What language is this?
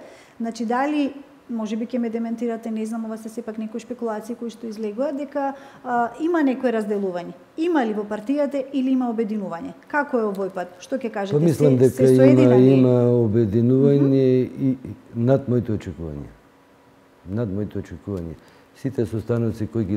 Macedonian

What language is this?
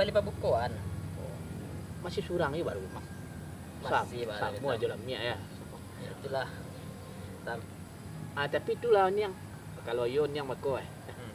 Minangkabau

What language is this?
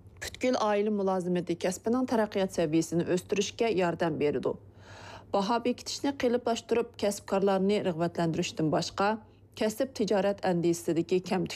Uyghur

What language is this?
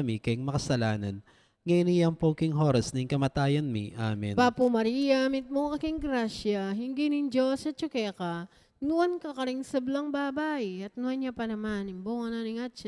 Pampanga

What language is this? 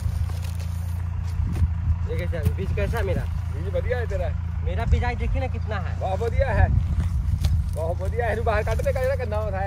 Punjabi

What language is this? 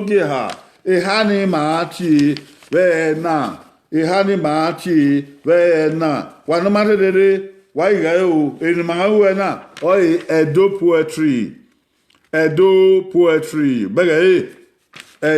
Bini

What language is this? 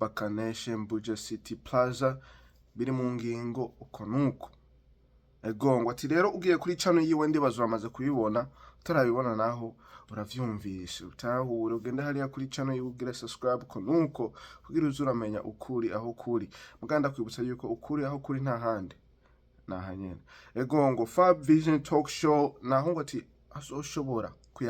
Rundi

